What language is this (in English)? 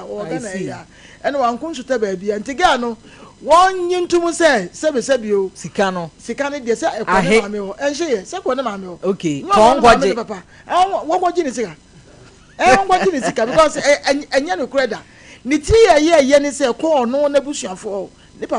Akan